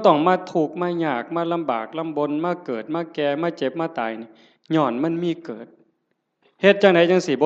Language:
Northeastern Thai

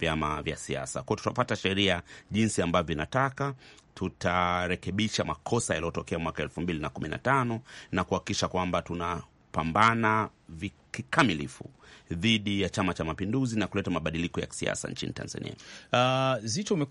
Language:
Swahili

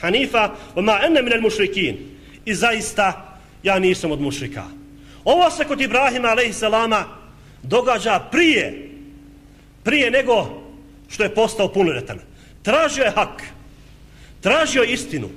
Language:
Bosnian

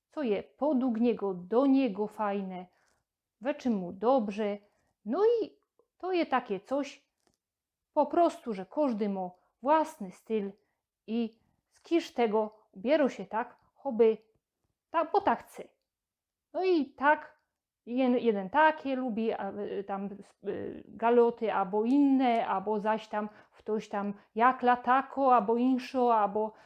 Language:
Silesian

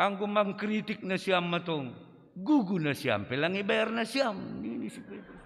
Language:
Batak Simalungun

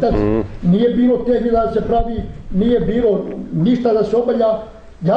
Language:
Bosnian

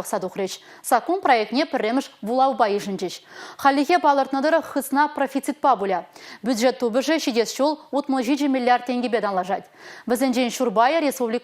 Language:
Chuvash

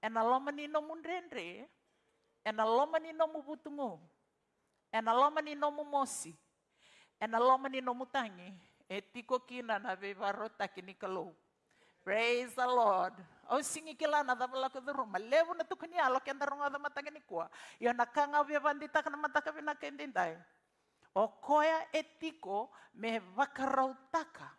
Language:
Fijian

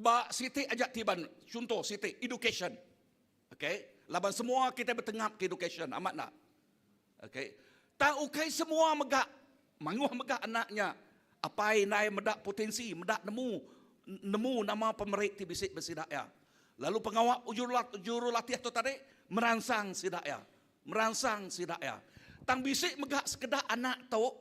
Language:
Iban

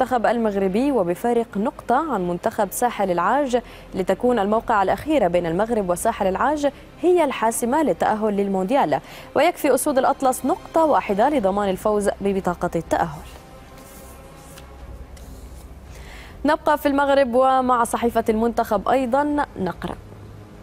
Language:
Arabic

